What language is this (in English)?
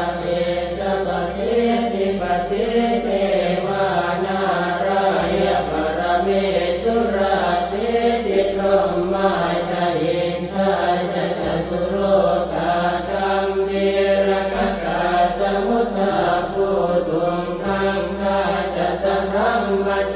Pali